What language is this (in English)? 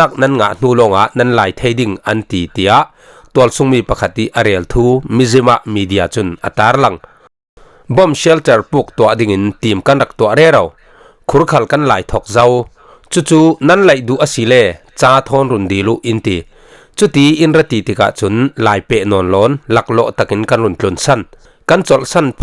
Falam Chin